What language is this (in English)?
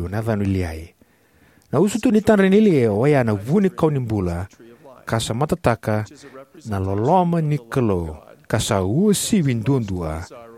Fijian